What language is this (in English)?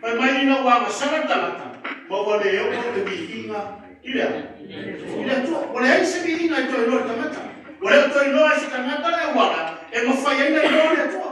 Samoan